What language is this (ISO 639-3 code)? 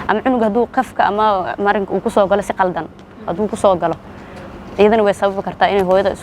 som